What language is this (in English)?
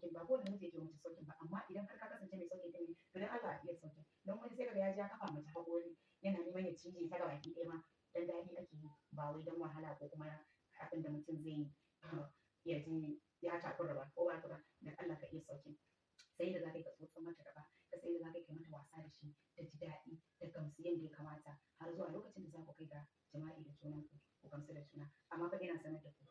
Hausa